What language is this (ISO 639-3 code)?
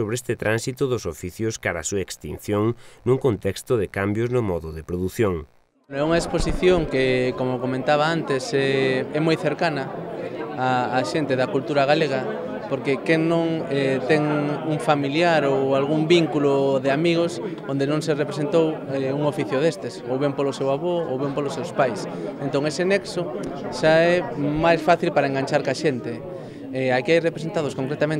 glg